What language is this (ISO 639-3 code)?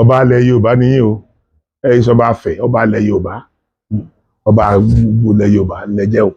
yor